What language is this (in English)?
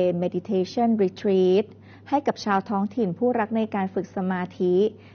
Thai